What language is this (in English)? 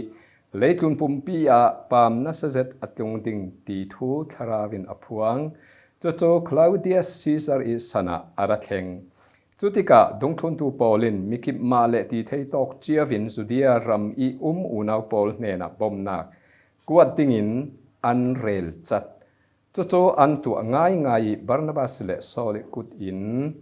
Falam Chin